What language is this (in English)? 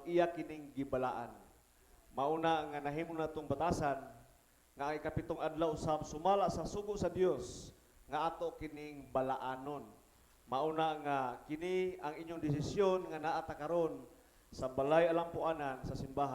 Cebuano